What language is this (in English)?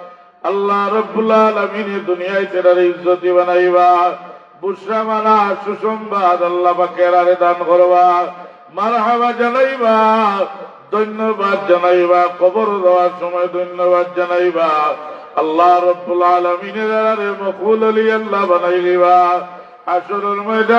Sylheti